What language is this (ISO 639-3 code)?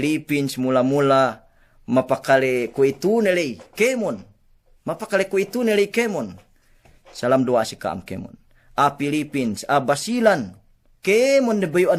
yka